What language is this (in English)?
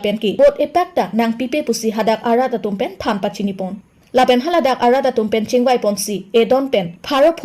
Karbi